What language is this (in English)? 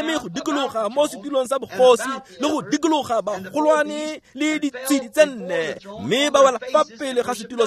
Tswana